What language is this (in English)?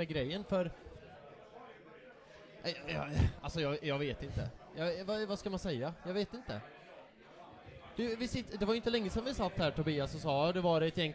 Swedish